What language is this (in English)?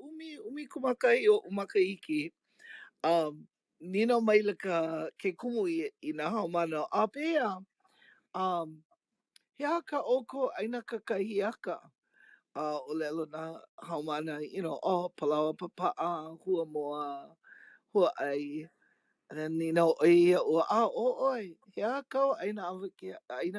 Hawaiian